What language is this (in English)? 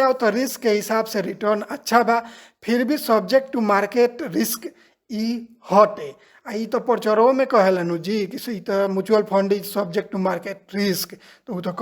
Bhojpuri